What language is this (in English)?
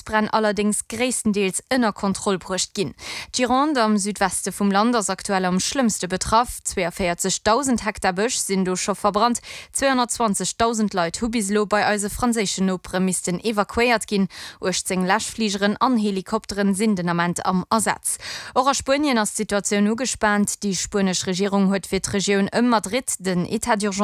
Luxembourgish